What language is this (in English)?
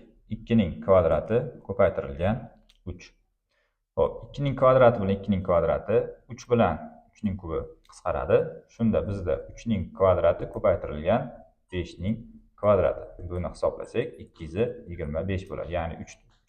Uzbek